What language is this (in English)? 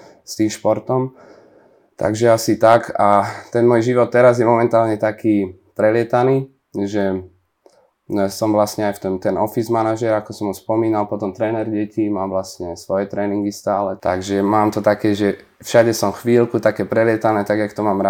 Slovak